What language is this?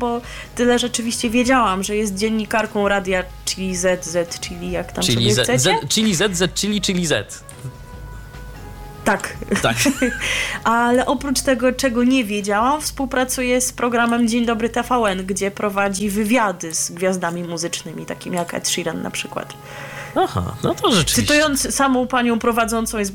Polish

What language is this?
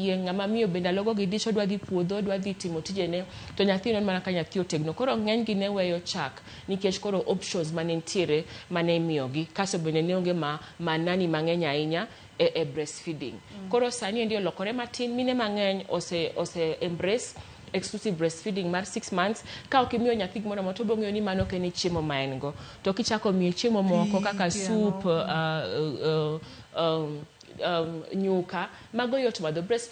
Luo (Kenya and Tanzania)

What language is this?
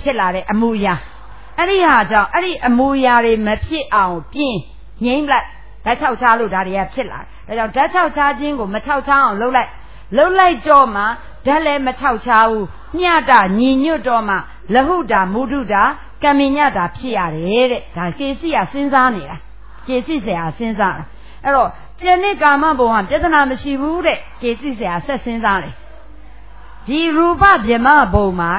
Burmese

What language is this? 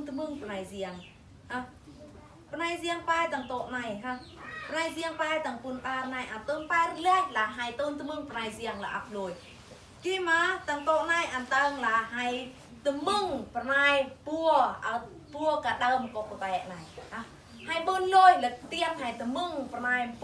Eastern Bru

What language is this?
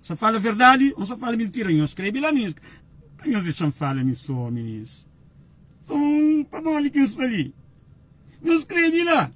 Kabuverdianu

